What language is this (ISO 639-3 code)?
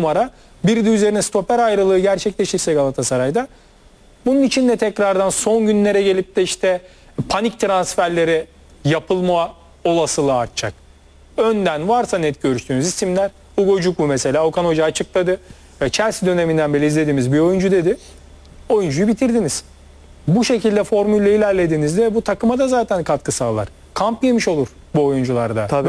tur